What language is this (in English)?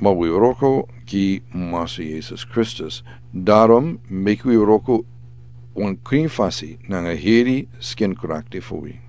Sranan Tongo